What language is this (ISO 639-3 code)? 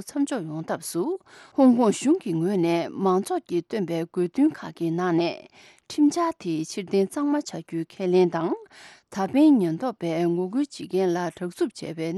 bod